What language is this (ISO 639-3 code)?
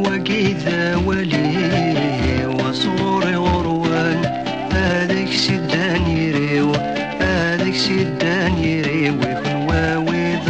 kab